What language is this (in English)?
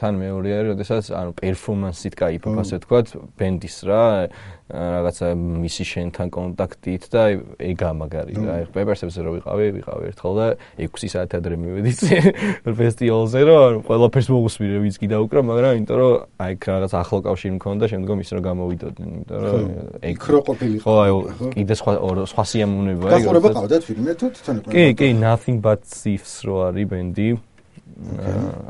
Georgian